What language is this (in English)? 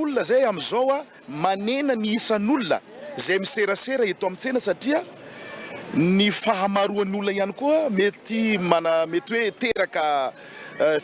Malagasy